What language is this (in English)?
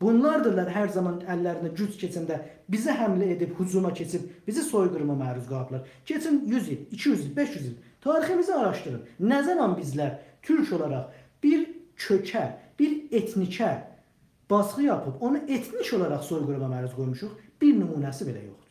South Azerbaijani